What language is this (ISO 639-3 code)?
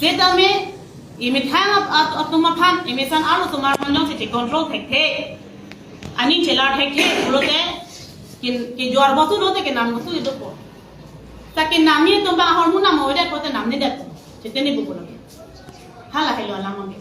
mjw